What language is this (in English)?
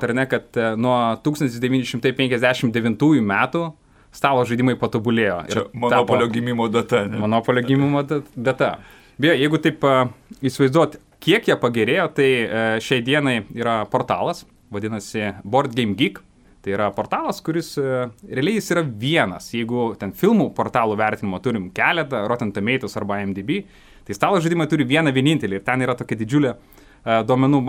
Lithuanian